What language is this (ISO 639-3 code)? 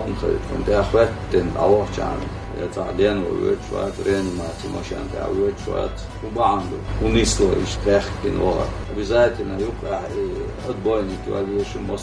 che